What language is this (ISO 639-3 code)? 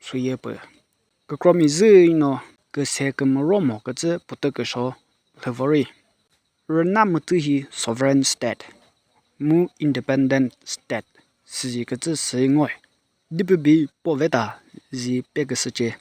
nri